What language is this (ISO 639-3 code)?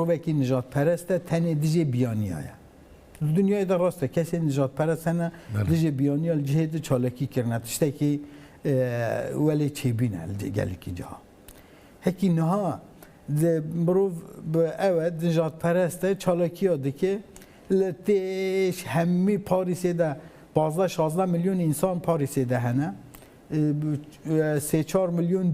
kur